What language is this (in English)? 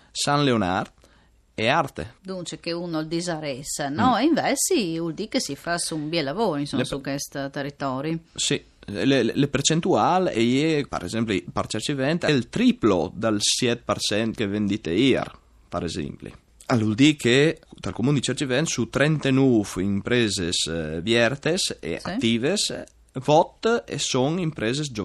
Friulian